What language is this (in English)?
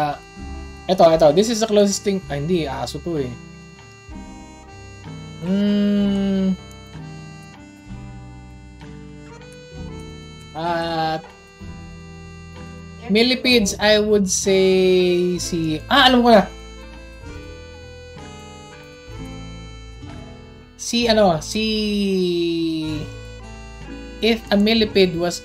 Filipino